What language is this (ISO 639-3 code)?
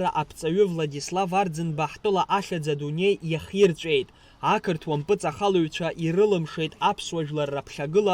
abk